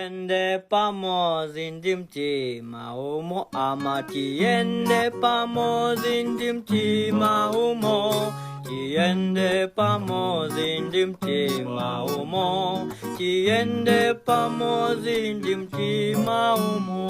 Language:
Nyanja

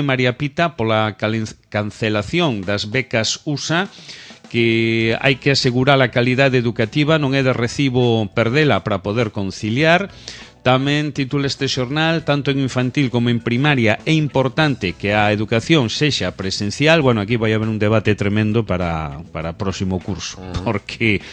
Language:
Galician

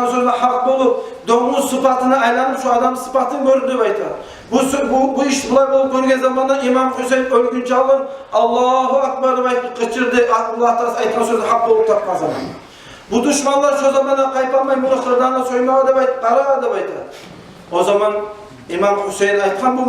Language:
Kumyk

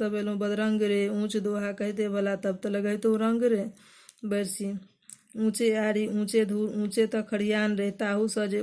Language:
Maithili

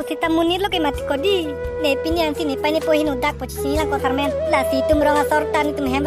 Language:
Karbi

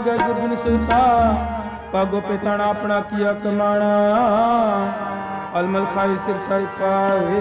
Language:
Punjabi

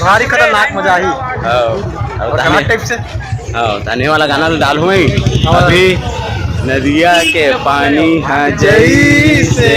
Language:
Chhattisgarhi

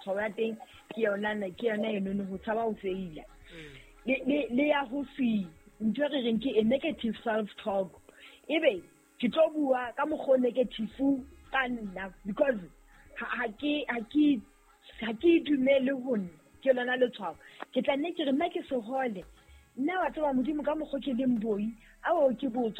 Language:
Southern Sotho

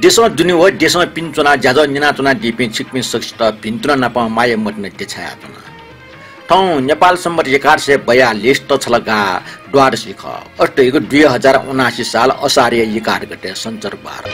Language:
Newari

